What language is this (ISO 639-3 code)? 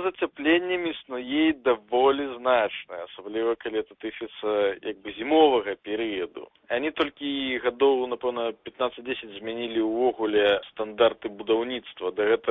bel